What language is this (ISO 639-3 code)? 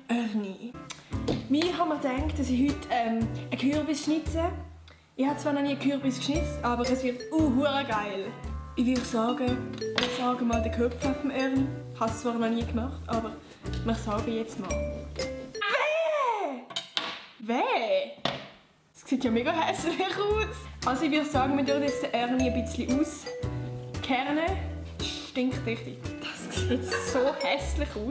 gsw